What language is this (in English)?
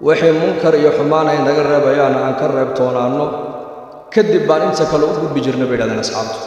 Somali